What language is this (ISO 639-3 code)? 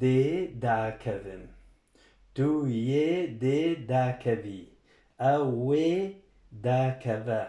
kur